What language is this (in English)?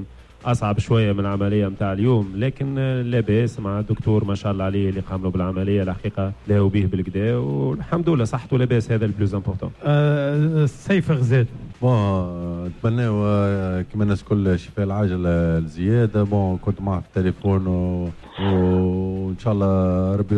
Tunisian Arabic